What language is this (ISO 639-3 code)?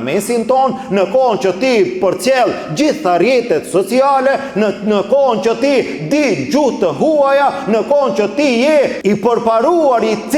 sqi